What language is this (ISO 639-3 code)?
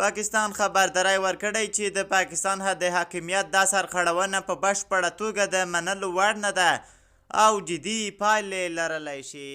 pus